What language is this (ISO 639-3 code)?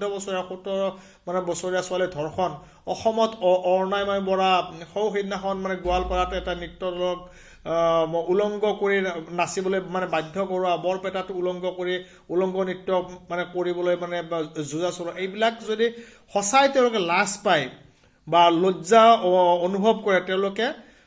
asm